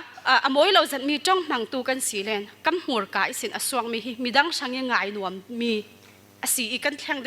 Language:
Falam Chin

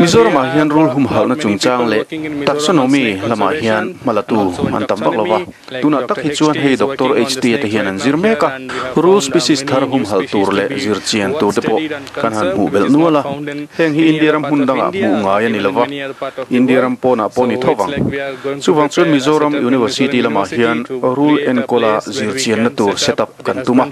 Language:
Mizo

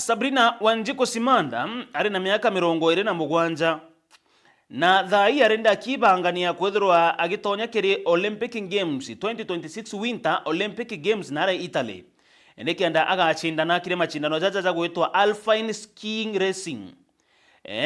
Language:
Meru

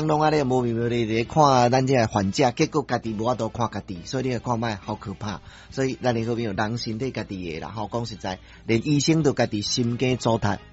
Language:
Min Nan Chinese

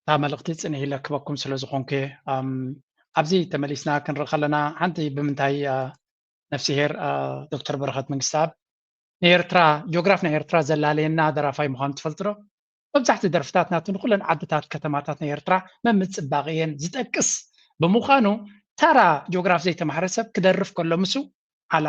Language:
Tigrinya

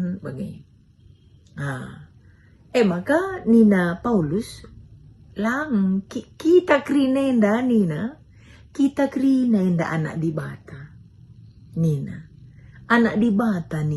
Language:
Batak Karo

